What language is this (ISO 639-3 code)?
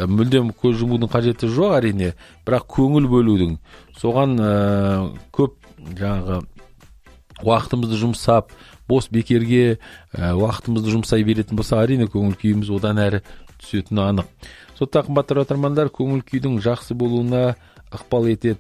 kaz